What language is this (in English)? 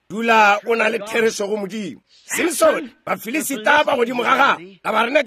Northern Sotho